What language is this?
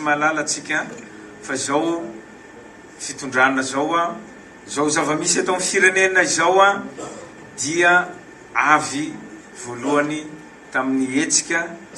Malagasy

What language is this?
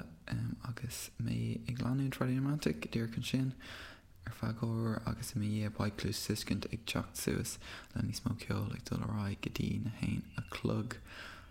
Irish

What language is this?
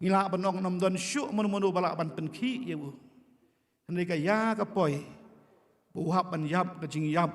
Khasi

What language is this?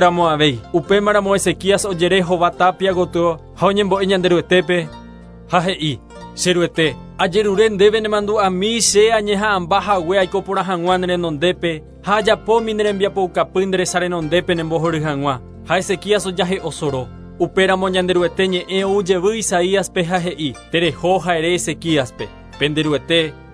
Guarani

